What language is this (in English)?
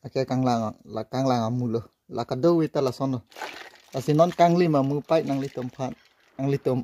Karbi